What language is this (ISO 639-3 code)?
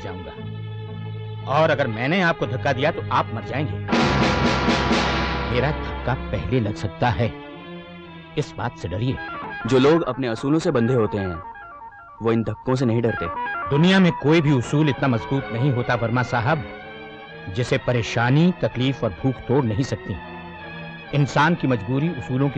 hin